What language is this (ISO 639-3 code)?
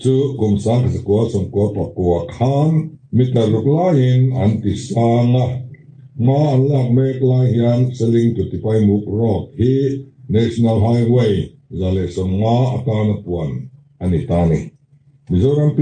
lus